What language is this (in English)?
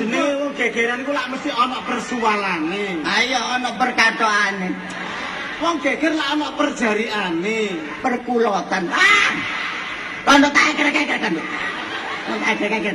Javanese